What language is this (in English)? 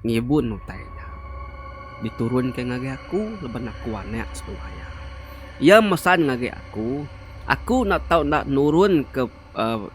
Iban